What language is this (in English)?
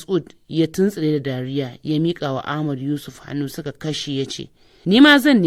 Hausa